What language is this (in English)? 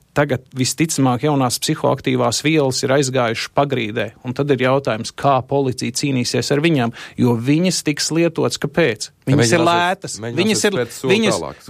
Latvian